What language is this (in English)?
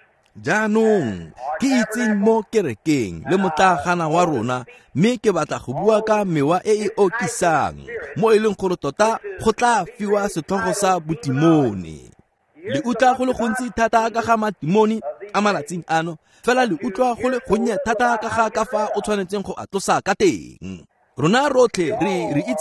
Tswana